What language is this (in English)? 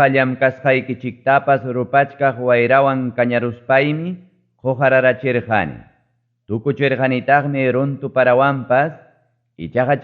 Ayacucho Quechua